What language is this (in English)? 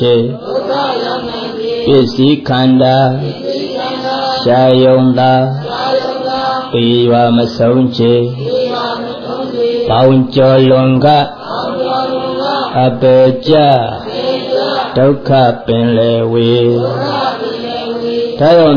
Burmese